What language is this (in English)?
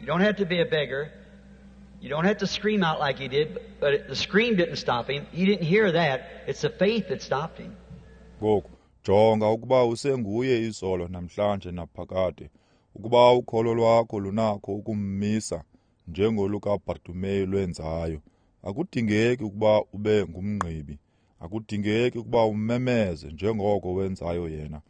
Xhosa